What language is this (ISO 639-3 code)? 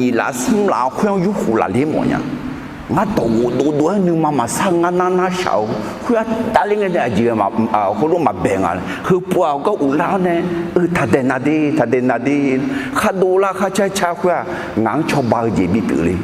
ahk